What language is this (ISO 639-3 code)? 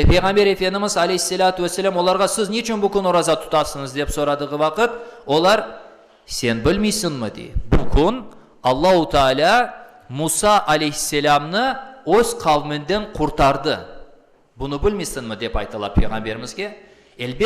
crh